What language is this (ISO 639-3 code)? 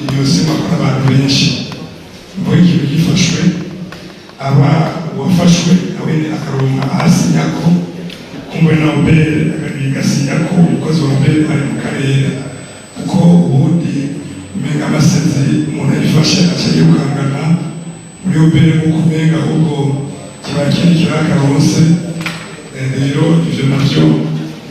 run